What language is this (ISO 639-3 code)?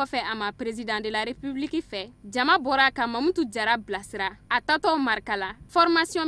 bam